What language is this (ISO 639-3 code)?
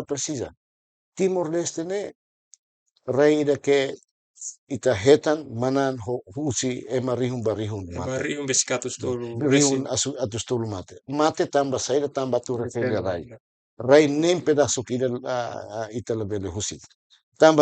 tet